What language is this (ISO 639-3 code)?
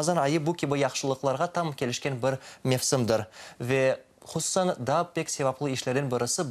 crh